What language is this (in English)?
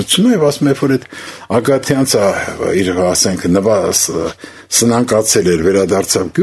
Armenian